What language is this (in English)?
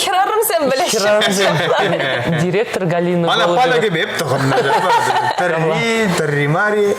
Chuvash